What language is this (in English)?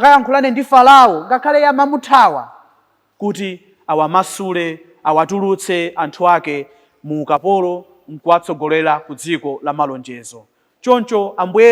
Nyanja